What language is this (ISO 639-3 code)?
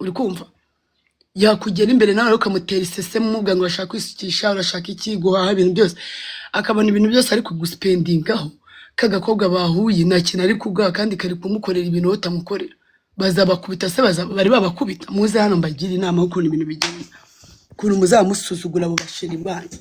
kin